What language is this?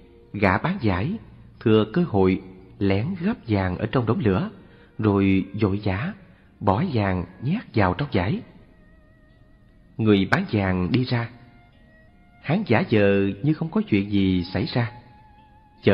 Vietnamese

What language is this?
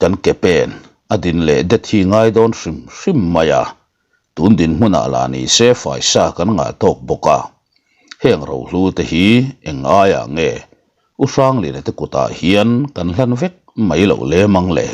Mizo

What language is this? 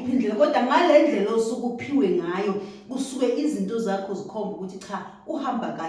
Zulu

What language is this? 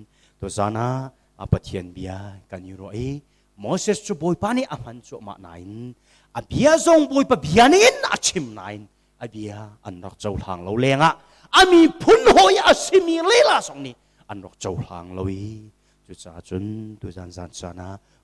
Hakha Chin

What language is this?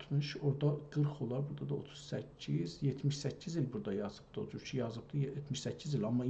South Azerbaijani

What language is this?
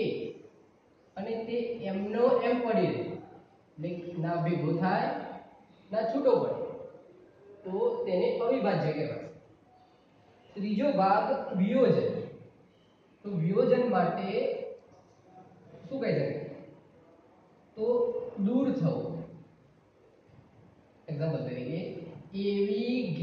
Gujarati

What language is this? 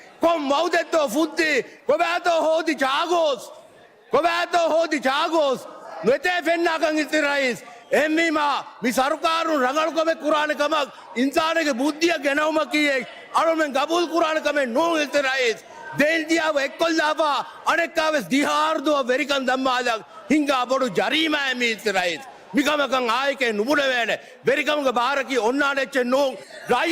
Divehi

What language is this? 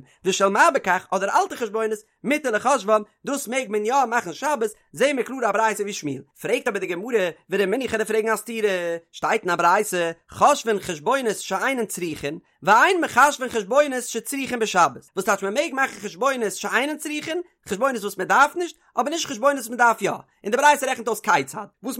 Yiddish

